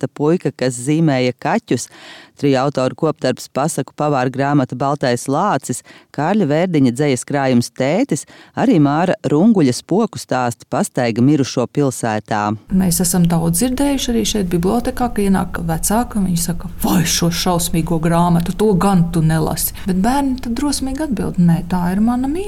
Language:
Latvian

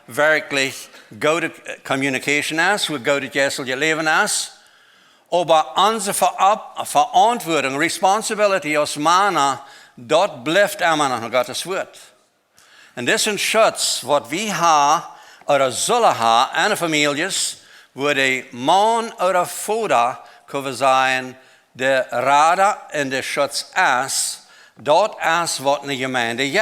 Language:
Plautdietsch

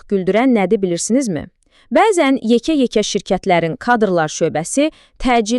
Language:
Azerbaijani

